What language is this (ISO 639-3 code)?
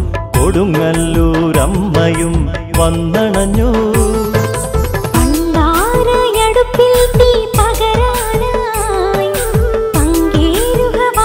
mal